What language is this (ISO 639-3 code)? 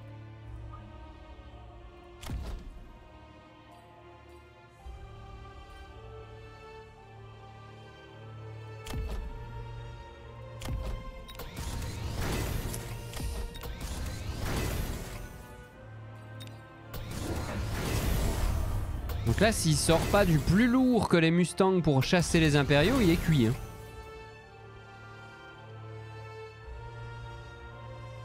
fra